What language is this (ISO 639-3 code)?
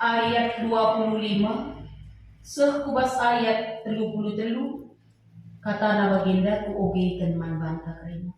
btx